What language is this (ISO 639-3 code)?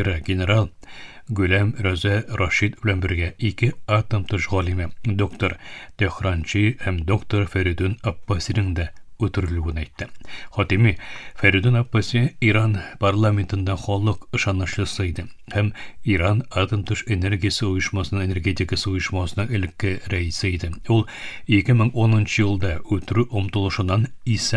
tat